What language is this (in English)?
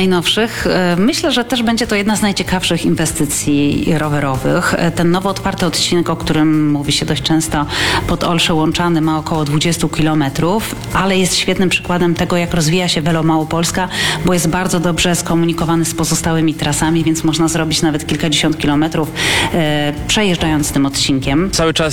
Polish